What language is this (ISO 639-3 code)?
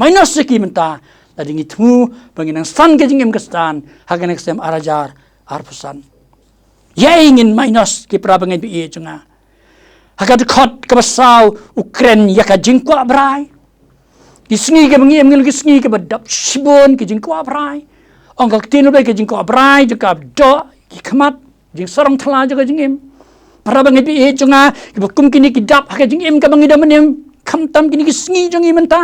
kha